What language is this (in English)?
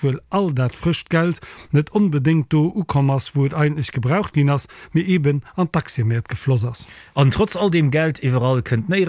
Luxembourgish